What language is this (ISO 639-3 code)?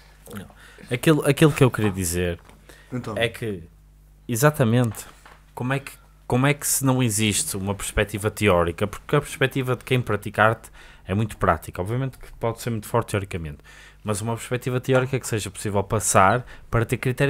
por